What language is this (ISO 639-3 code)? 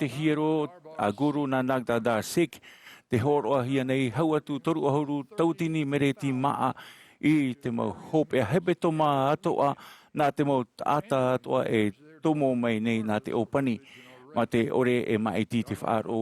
tah